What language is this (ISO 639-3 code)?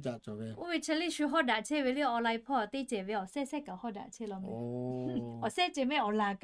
lhu